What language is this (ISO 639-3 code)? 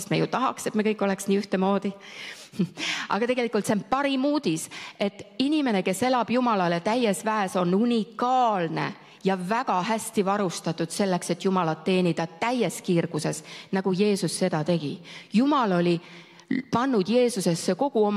est